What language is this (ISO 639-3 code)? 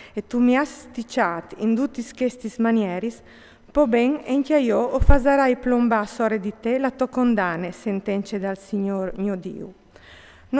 fur